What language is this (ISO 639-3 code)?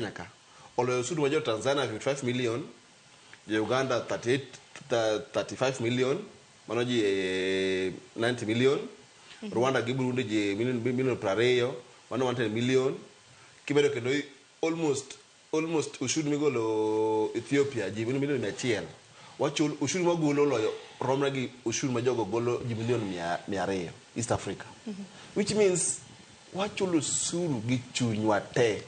luo